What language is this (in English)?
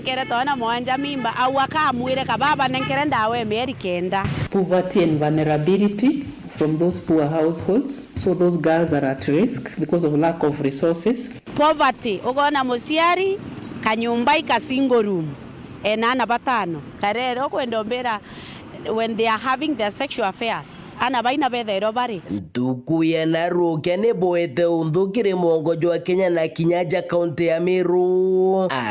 Meru